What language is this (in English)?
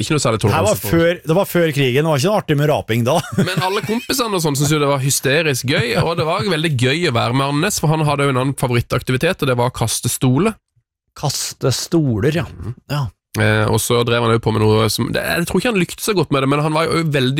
Norwegian